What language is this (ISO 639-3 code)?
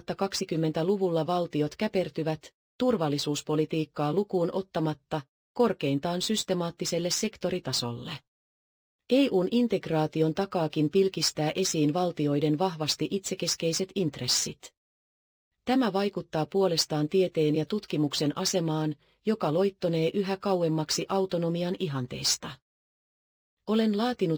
fin